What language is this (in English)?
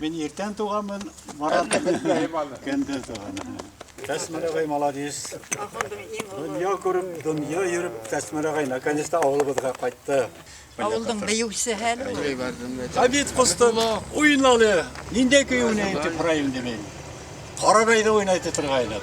Bashkir